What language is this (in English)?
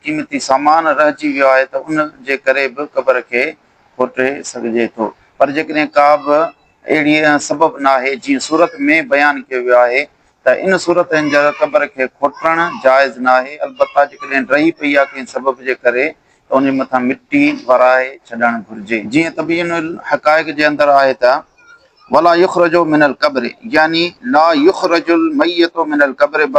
Sindhi